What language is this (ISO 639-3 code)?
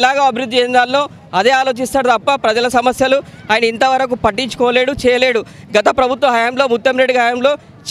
tel